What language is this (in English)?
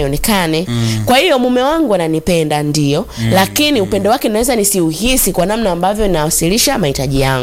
Swahili